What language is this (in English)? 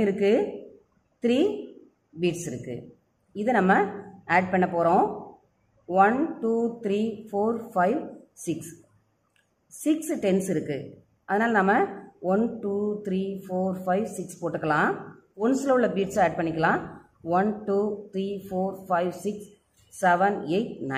Tamil